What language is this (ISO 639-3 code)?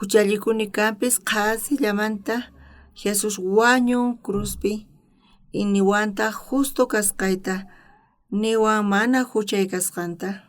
quh